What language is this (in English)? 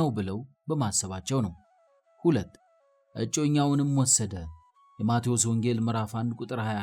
Amharic